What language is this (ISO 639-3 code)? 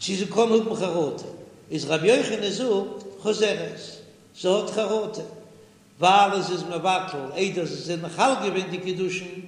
yid